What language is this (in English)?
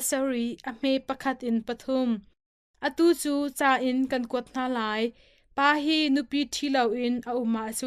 Hakha Chin